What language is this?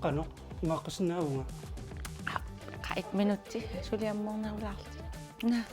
Kalaallisut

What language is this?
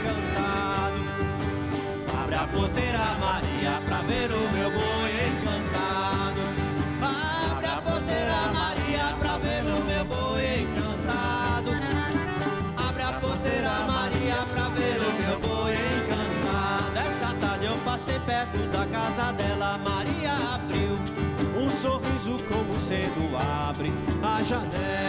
Portuguese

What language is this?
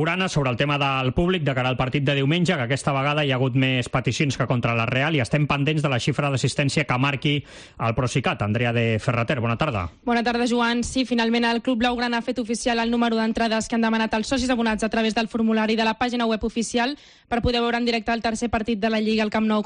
Catalan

